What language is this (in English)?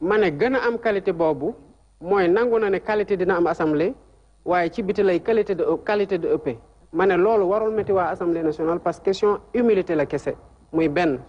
Wolof